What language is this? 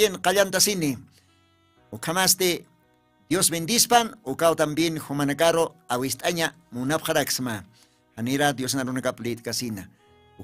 Aymara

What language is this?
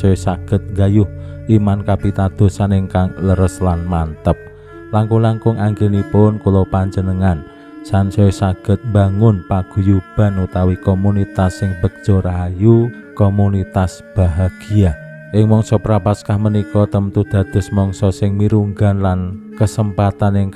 Javanese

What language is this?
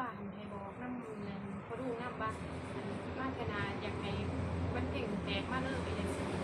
Northeastern Thai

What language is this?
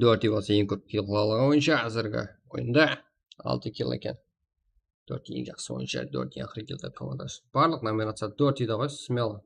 Kara-Kalpak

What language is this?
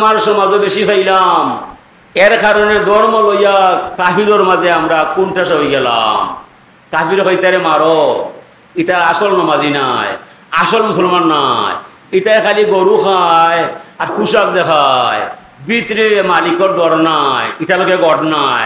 Sylheti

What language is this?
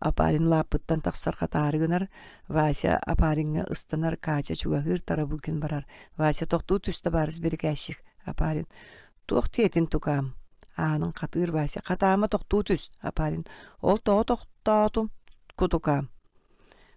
Yakut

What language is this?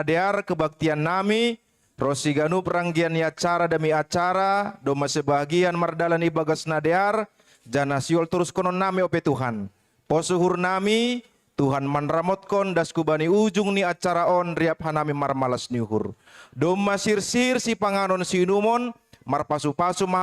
Batak Simalungun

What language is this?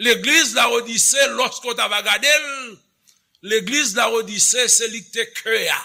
Haitian Creole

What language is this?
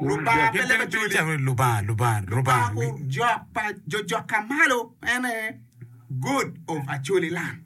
Acoli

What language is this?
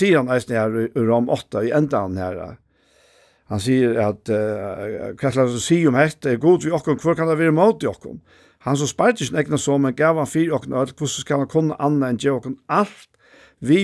Faroese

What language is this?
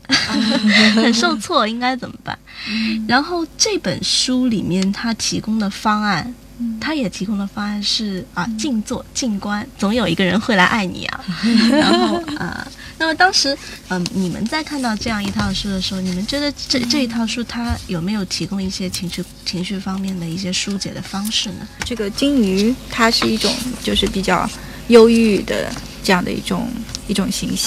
Chinese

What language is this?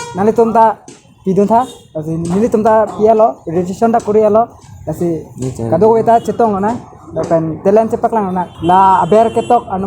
Karbi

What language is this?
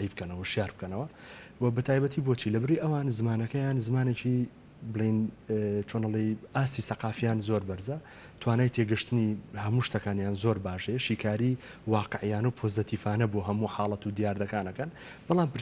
Central Kurdish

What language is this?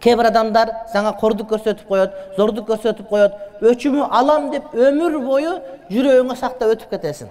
Kyrgyz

